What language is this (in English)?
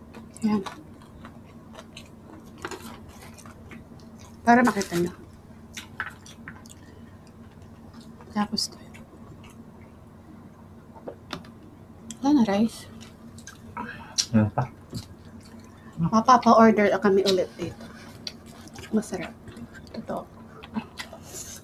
Filipino